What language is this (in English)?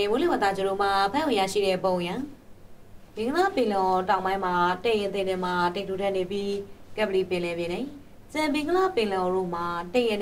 Burmese